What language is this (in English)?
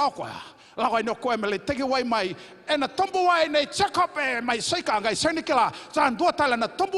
Fijian